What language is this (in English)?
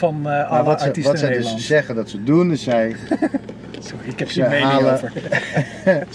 Dutch